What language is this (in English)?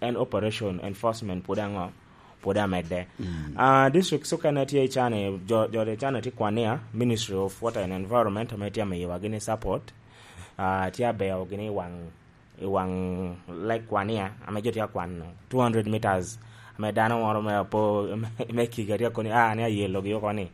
Lango (Uganda)